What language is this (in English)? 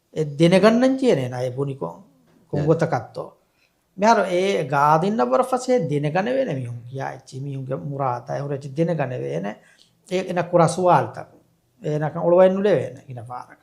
Divehi